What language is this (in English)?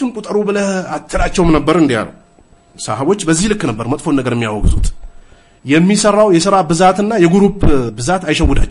Amharic